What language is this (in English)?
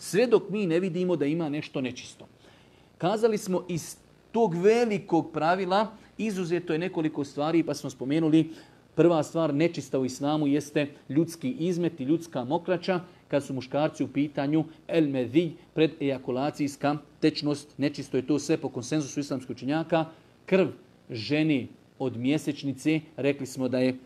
Bosnian